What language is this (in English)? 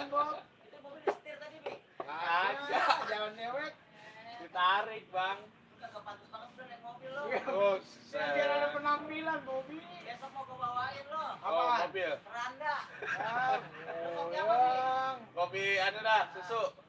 Betawi